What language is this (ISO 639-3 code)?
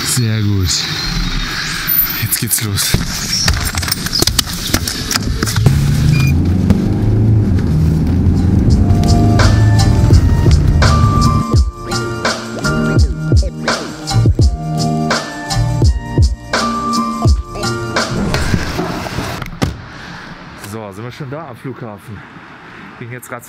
deu